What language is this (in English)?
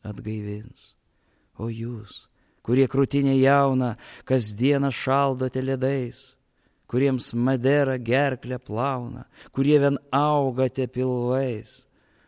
Lithuanian